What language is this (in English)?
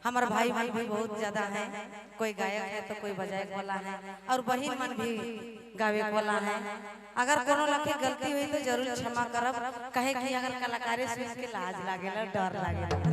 Sadri